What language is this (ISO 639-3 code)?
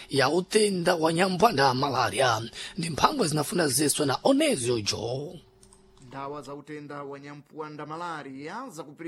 seh